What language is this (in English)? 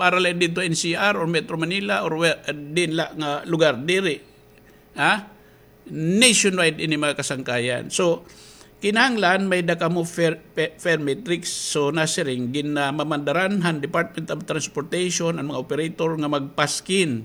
Waray